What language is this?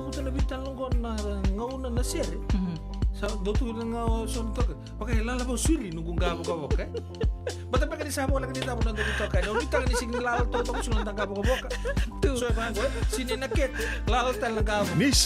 Fijian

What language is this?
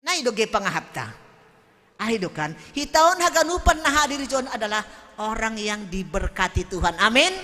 Batak Simalungun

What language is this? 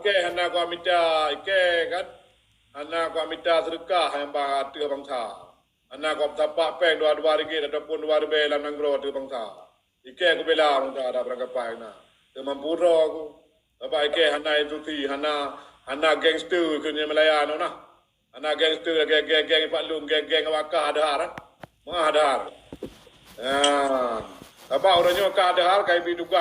Achinese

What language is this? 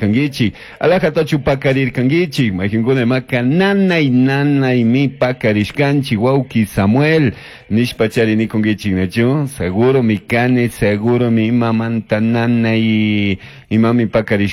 Chimborazo Highland Quichua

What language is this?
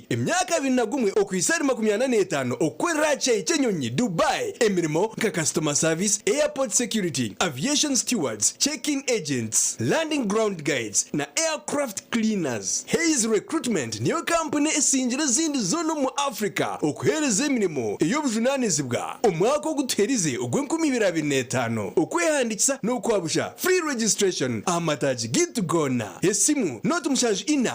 Nyankole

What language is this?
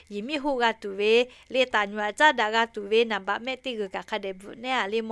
Lahu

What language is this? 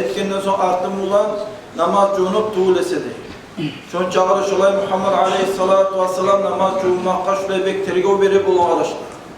Kumyk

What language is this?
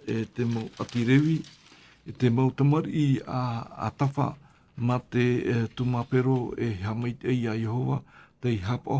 Tahitian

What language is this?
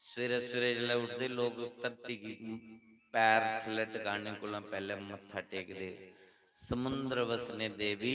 Dogri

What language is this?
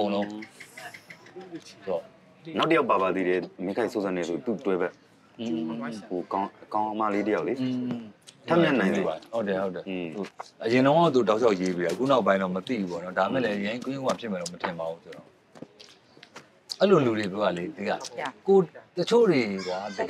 Burmese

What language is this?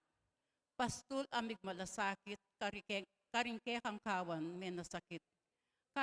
Pampanga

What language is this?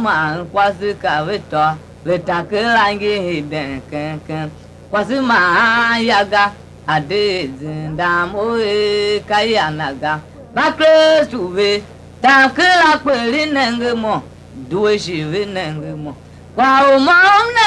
Tiv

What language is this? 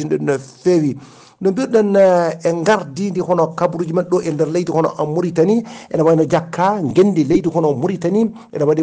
Fula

